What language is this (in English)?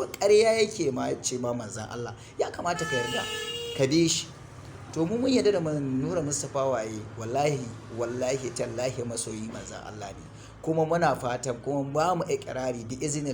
Hausa